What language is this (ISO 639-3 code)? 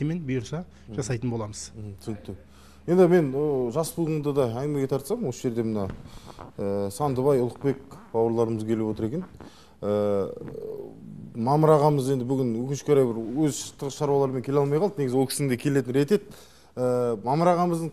kaz